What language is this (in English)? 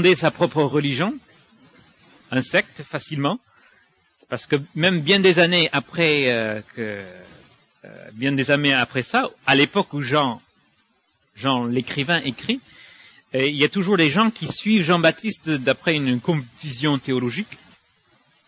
French